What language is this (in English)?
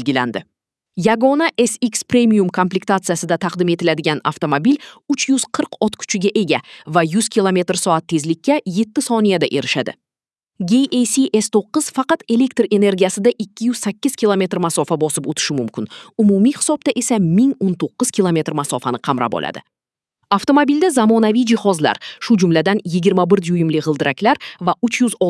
Uzbek